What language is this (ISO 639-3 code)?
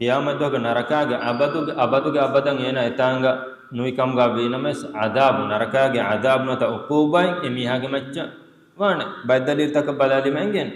div